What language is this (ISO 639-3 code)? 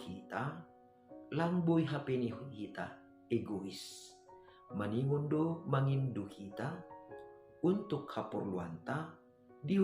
bts